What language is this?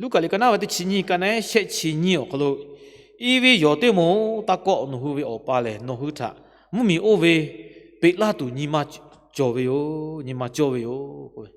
Lahu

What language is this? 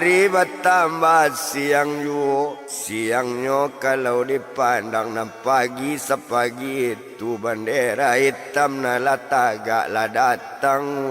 Minangkabau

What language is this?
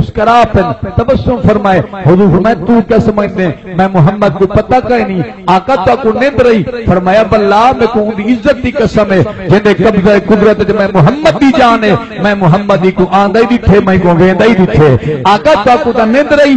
Saraiki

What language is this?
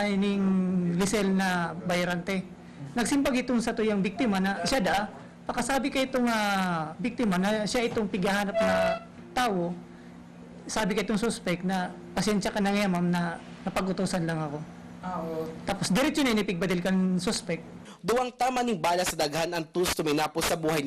Bikol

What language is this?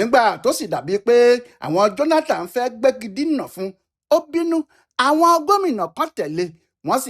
Yoruba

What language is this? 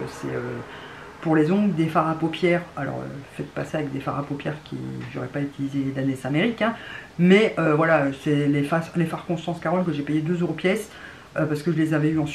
French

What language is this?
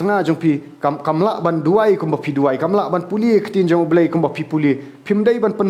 Khasi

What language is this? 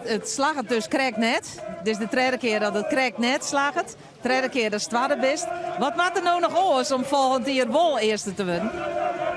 Western Frisian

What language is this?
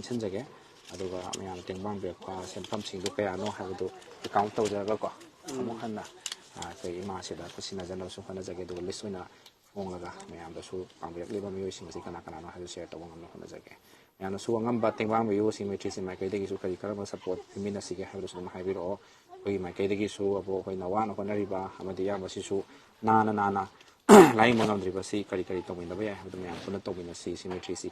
Manipuri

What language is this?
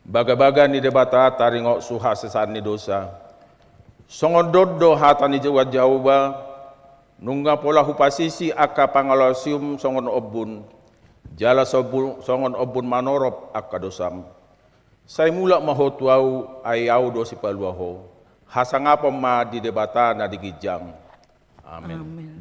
Batak Toba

